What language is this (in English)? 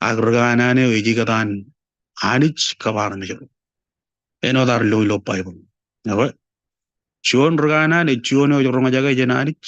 Marshallese